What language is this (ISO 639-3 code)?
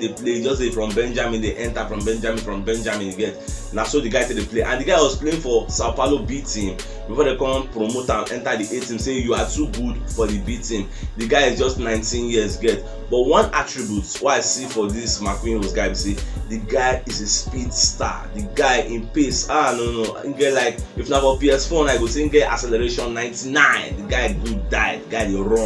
pcm